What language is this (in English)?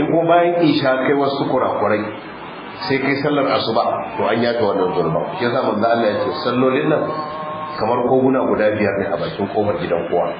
Hausa